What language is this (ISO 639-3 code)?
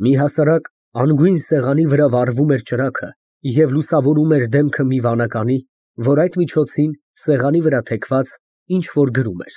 hye